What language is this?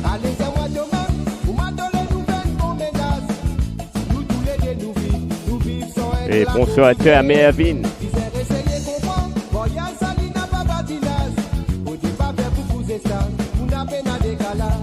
Morisyen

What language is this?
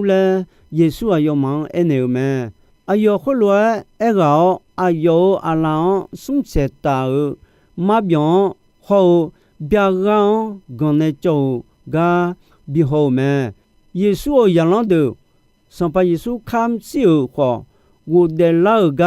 Akha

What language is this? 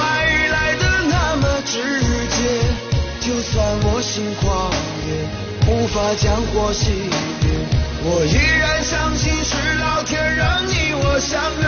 Chinese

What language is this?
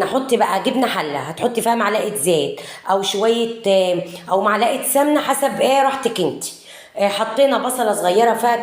Egyptian Arabic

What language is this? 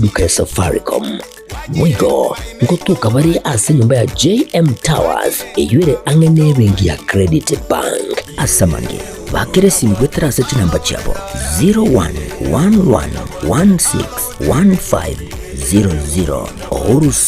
Gusii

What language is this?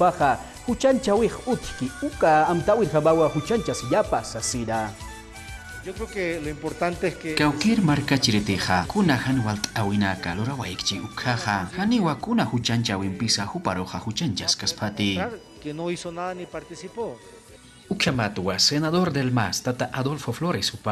Aymara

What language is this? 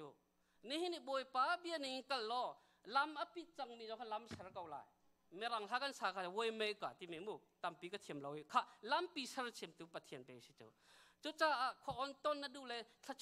Hakha Chin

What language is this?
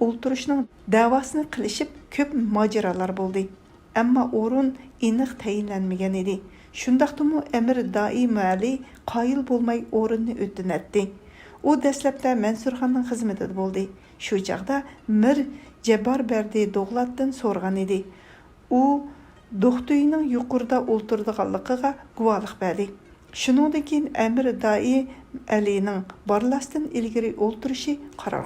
Uyghur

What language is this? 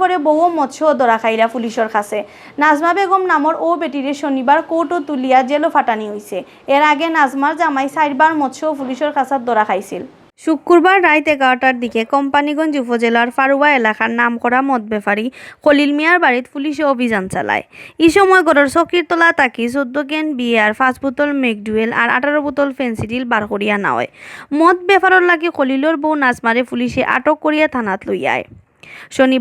Sylheti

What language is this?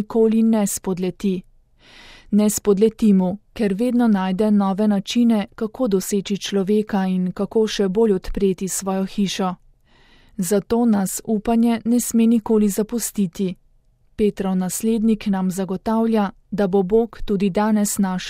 Slovenian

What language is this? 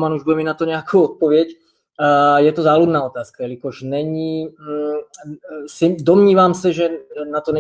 Czech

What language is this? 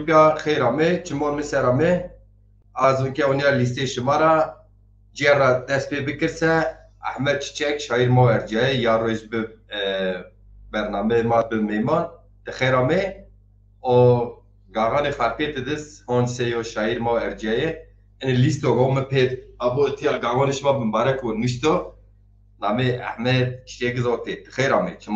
Zaza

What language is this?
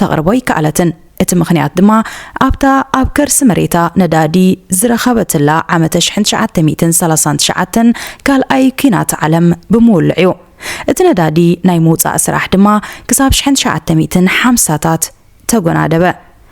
Tigrinya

